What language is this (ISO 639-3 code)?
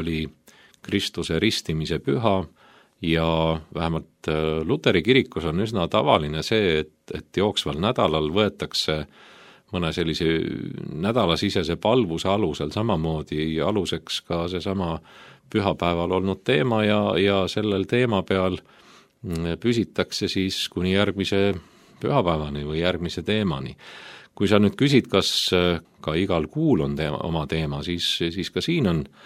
est